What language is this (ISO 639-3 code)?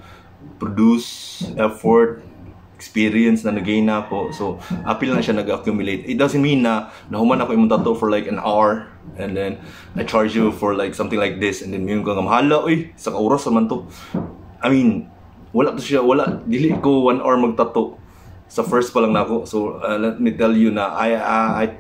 ceb